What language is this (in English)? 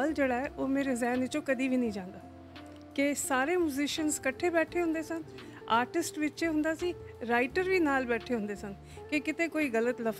Punjabi